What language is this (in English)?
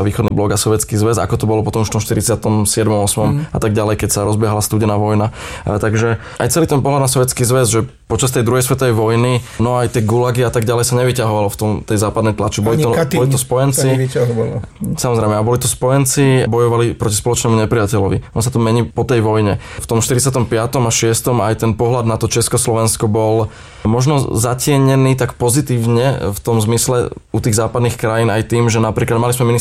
Slovak